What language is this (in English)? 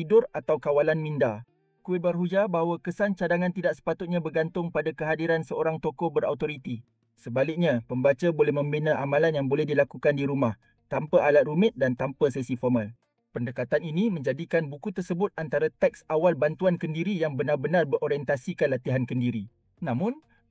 Malay